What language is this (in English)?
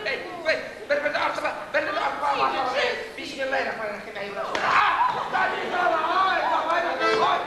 Bashkir